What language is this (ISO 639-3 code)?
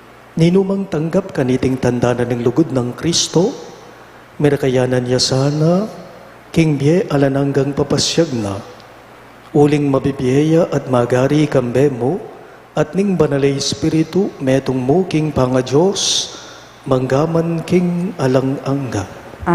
pam